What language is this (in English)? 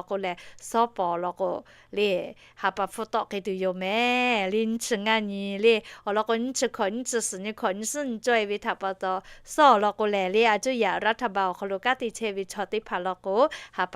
Lahu